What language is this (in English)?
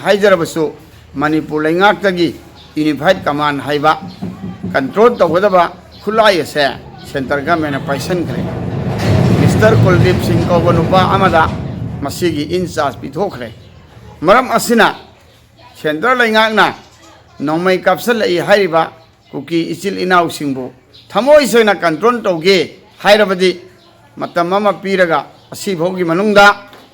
Manipuri